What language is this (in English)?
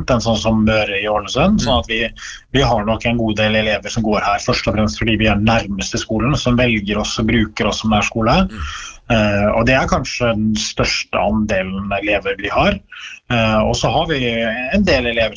Norwegian